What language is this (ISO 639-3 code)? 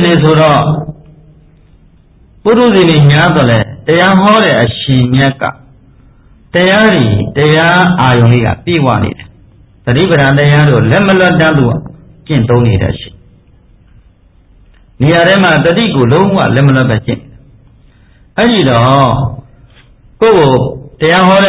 mya